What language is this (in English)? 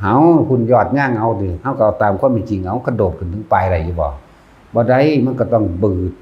Northeastern Thai